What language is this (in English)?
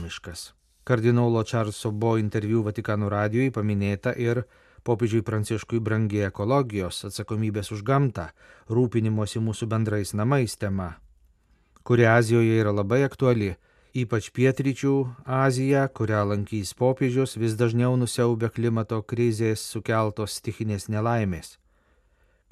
Lithuanian